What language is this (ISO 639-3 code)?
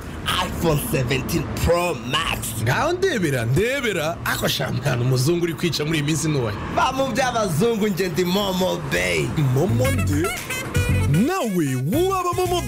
kin